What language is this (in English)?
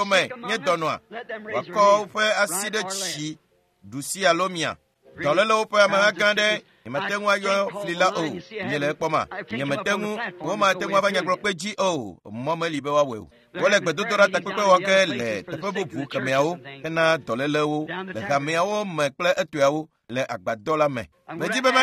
Ewe